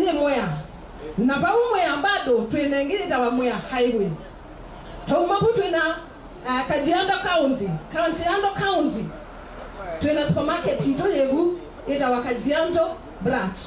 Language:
Kamba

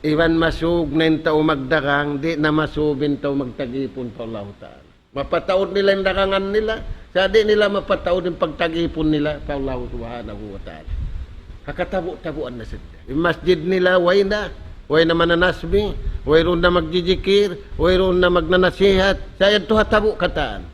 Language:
Tausug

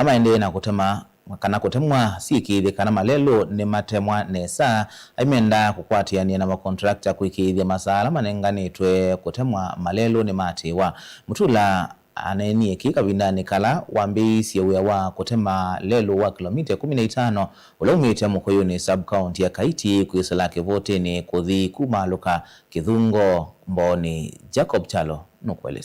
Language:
Kamba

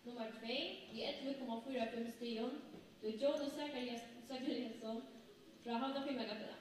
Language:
Faroese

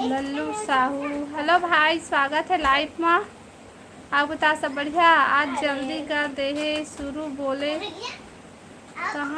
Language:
Chhattisgarhi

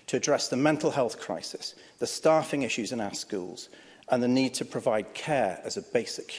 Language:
English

